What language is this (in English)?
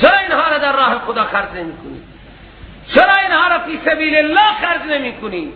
Persian